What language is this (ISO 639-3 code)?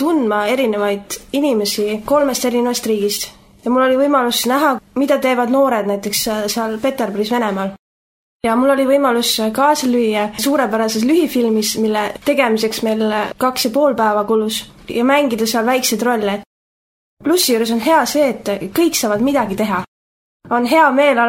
est